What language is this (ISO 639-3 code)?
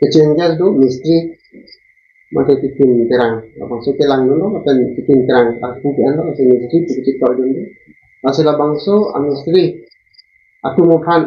mjw